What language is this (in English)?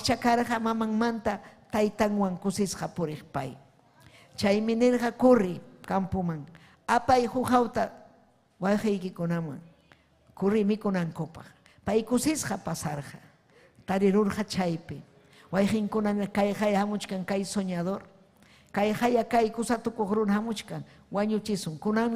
Ayacucho Quechua